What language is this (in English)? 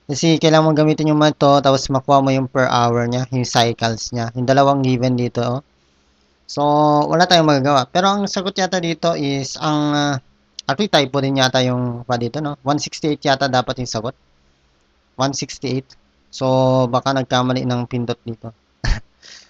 Filipino